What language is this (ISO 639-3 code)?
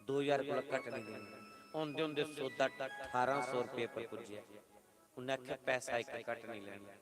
doi